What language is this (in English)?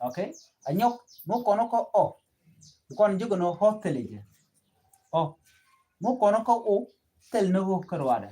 Nuer